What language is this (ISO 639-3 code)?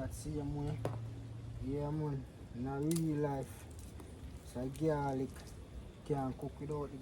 jam